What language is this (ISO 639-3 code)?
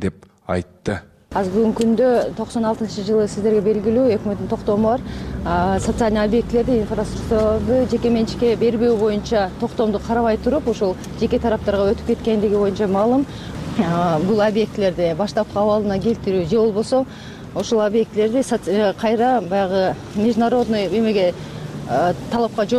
kir